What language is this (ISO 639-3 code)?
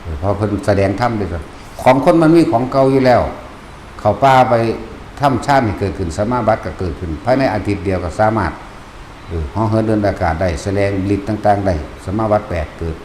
tts